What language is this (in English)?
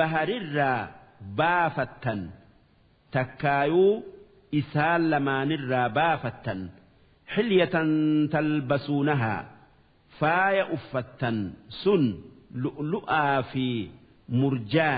Oromo